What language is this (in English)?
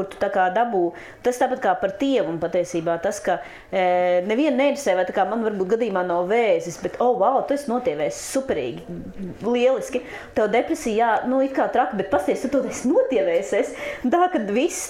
Latvian